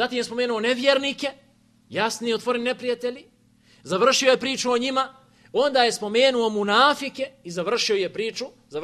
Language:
Bosnian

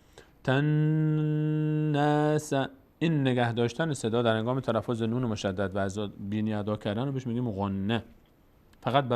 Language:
Persian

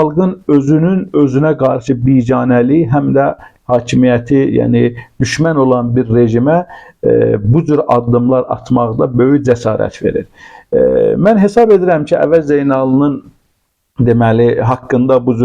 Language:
Azerbaijani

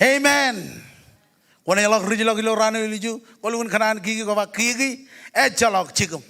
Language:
Marshallese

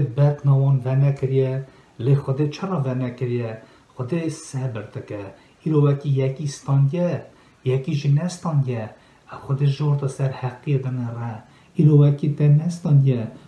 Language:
Kurdish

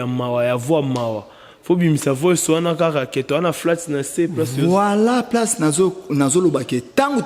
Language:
Lingala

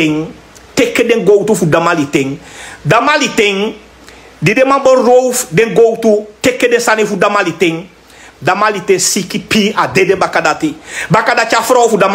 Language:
Sranan Tongo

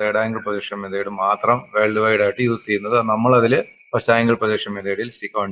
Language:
Malayalam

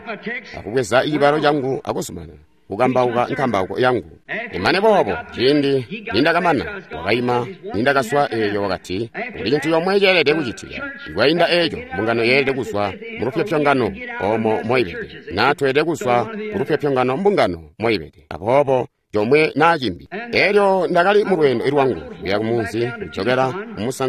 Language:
Tonga (Zambia)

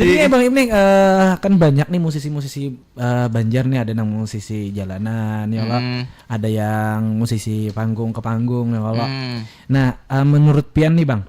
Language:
Banjar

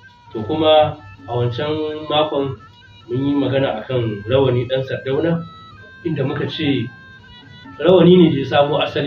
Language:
Hausa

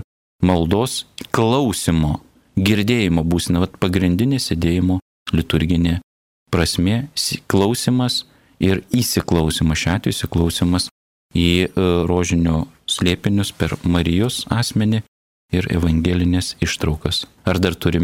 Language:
Lithuanian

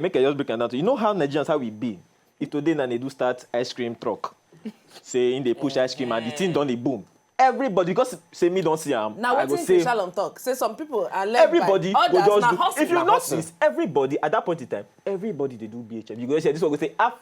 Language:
Nigerian Pidgin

